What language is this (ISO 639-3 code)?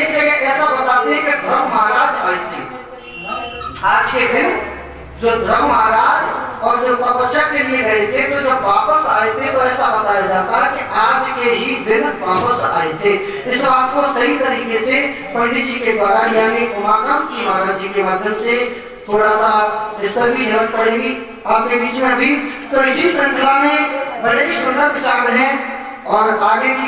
hin